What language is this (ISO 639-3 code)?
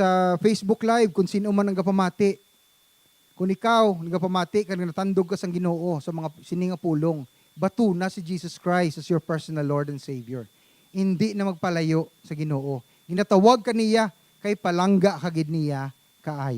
hil